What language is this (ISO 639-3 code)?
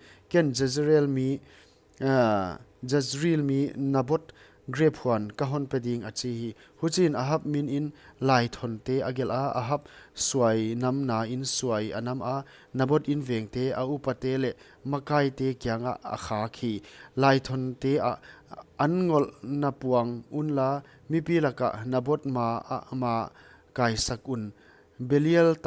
pck